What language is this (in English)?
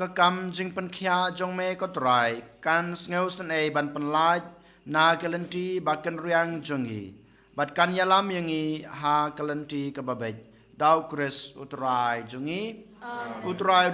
Khasi